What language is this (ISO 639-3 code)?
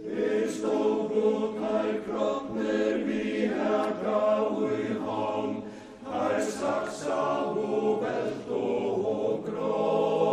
fao